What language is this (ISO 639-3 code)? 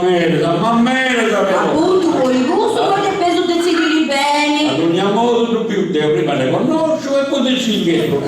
srd